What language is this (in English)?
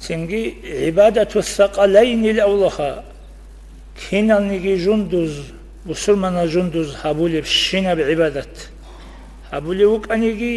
Avaric